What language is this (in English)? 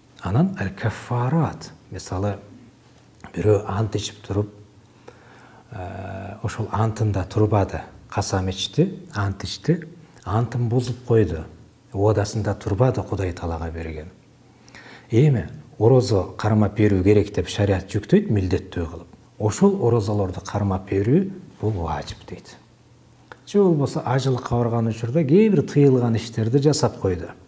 Kyrgyz